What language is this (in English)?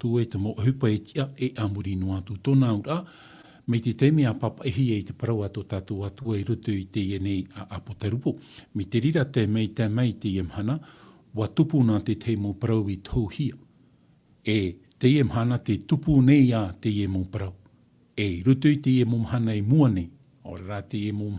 Tahitian